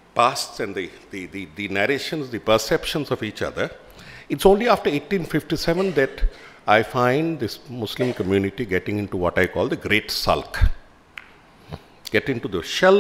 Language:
English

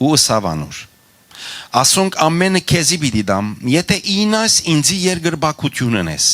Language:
Western Armenian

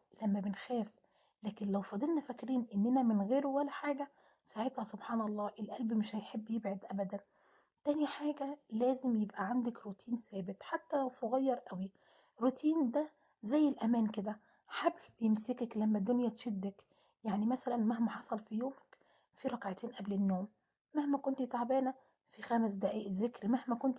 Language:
Egyptian Arabic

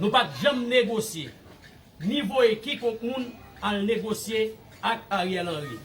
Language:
Haitian Creole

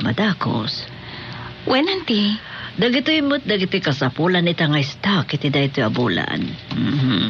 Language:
Iloko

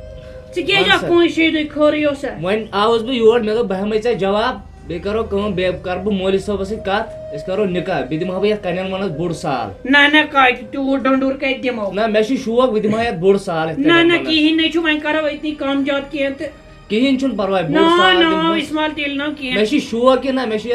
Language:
Kashmiri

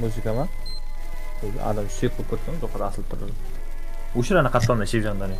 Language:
Kara-Kalpak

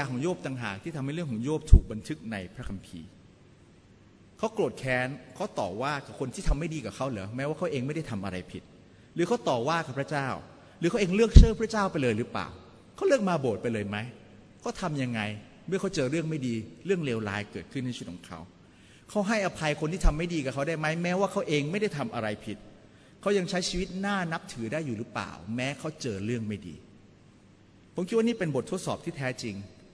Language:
Thai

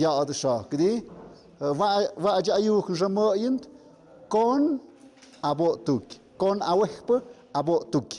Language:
Tlahuitoltepec Mixe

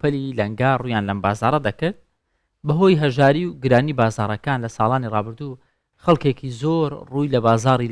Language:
Central Kurdish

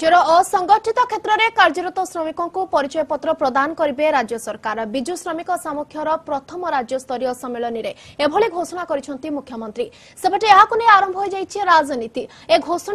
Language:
Odia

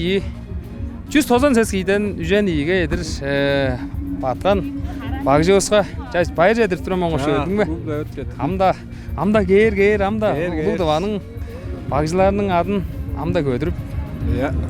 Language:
Tuvinian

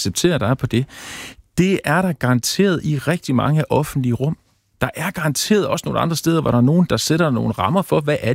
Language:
Danish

